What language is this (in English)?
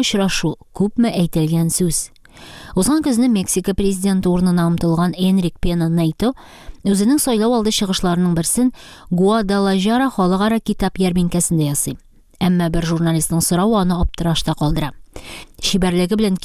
Tatar